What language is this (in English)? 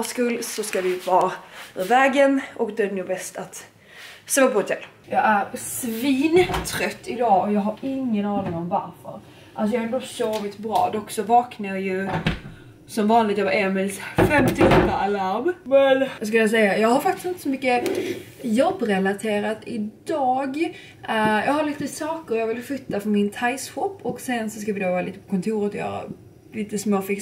Swedish